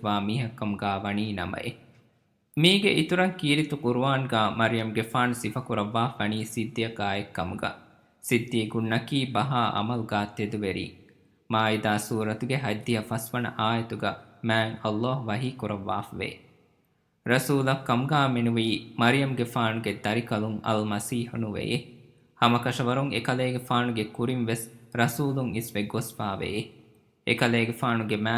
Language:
Divehi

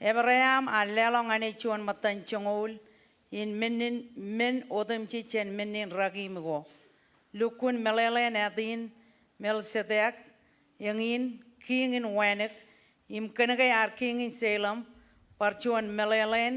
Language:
Marshallese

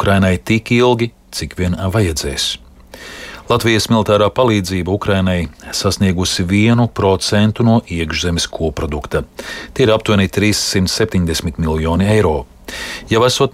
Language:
Latvian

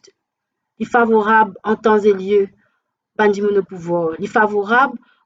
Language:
Morisyen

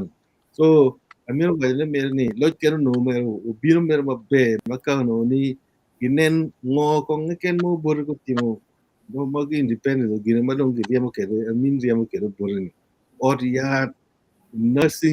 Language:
Acoli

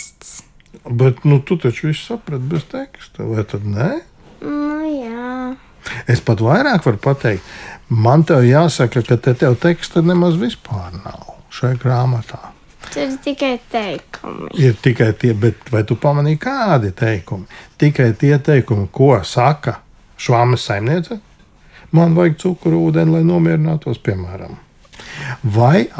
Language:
Latvian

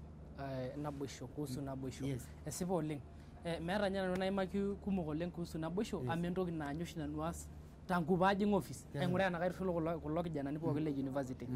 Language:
Masai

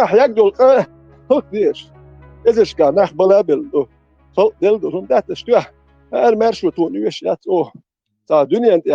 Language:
Chechen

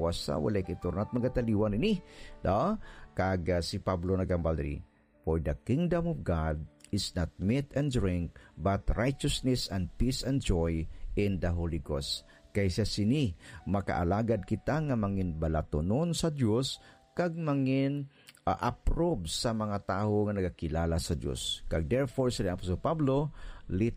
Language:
Hiligaynon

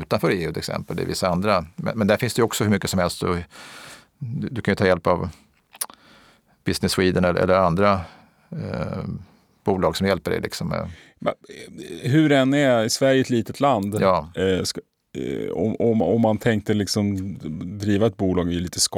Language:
Swedish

